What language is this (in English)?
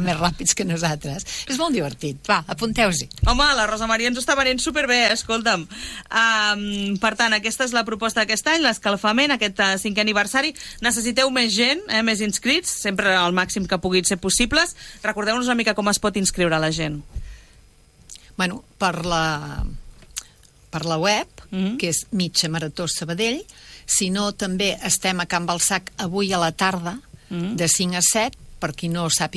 Catalan